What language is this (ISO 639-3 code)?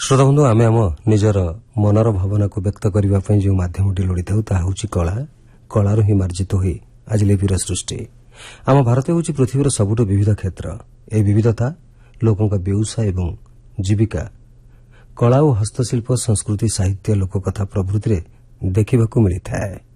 ori